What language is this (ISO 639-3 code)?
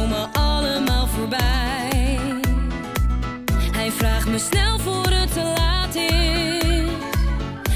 nld